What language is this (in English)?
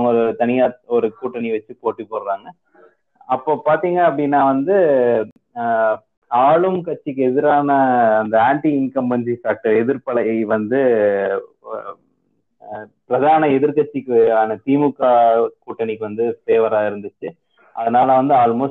Tamil